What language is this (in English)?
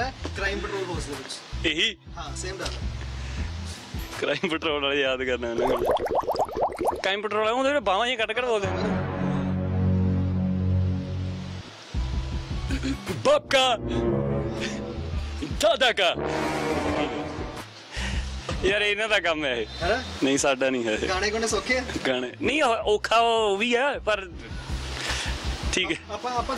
Punjabi